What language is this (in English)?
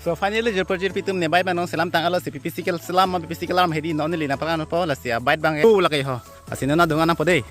Karbi